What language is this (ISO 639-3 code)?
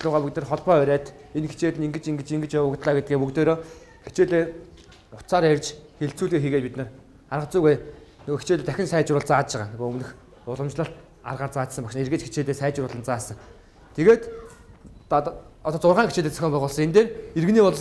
mon